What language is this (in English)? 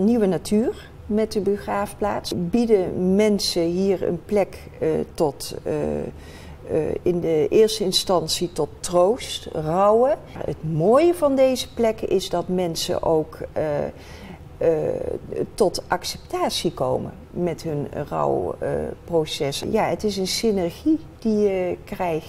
Dutch